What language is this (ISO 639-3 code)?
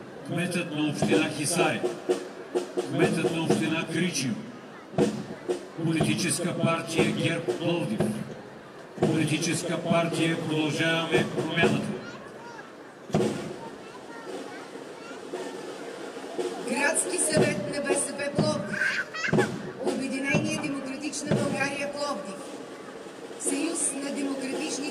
bul